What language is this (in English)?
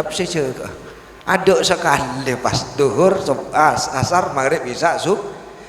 Madurese